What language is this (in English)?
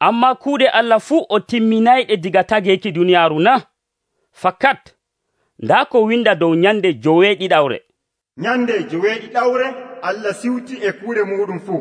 Nigerian Fulfulde